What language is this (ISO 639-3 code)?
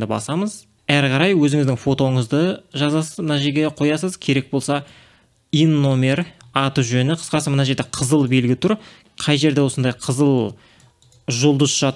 kaz